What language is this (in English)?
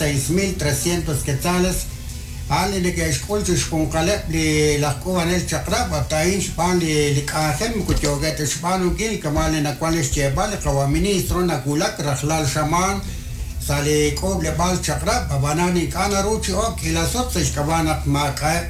Kekchí